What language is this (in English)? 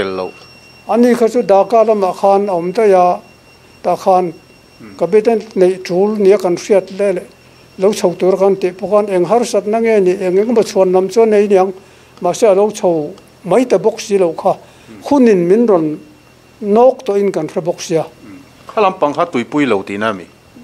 Mizo